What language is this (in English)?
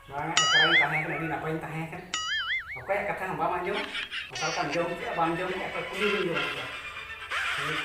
Santali